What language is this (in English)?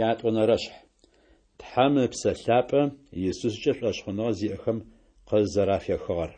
Adyghe